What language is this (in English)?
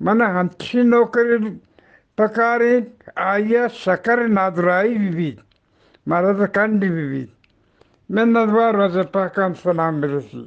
Eastern Balochi